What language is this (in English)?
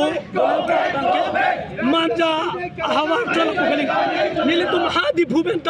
Karbi